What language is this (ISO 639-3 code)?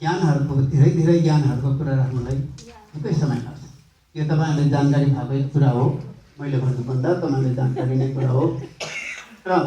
nep